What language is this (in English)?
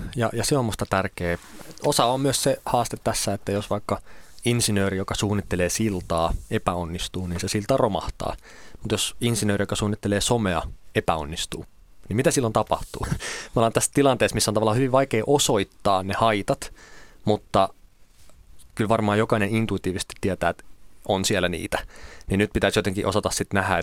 Finnish